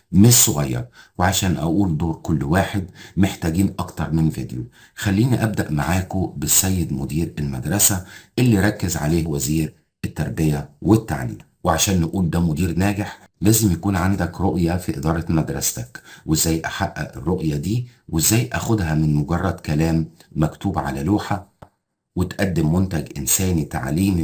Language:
Egyptian Arabic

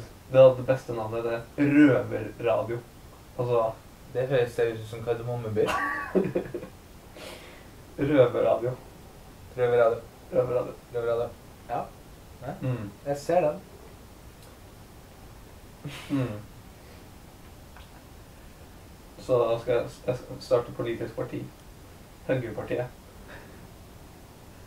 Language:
Norwegian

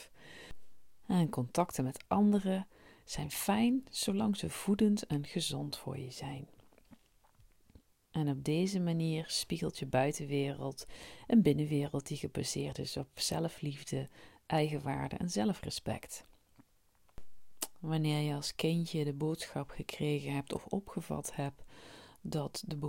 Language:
Dutch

